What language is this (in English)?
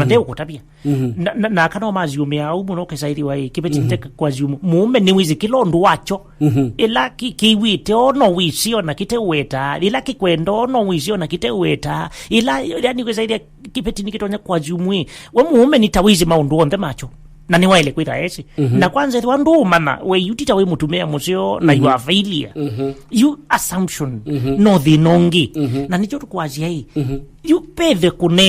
Kamba